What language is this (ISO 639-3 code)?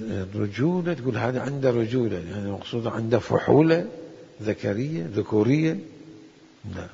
acm